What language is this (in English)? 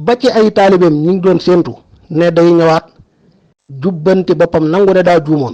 Wolof